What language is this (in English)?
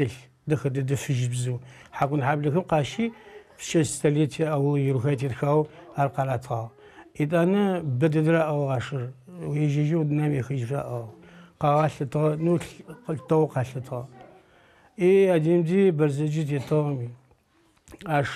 Adyghe